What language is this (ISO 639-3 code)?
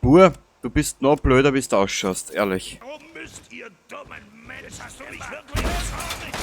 bar